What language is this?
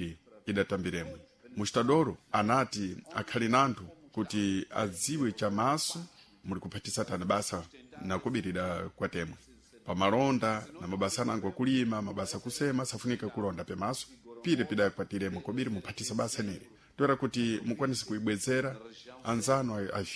Sena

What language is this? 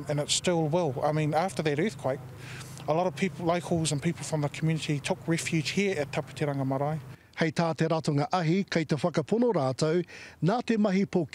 Māori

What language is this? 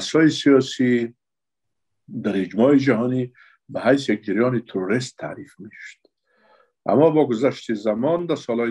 Persian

